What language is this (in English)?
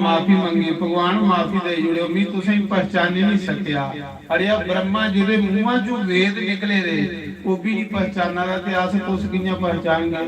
Dogri